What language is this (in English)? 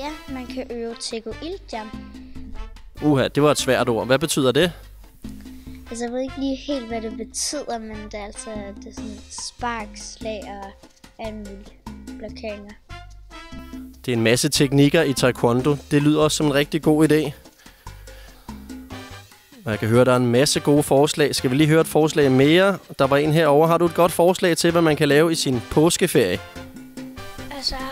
Danish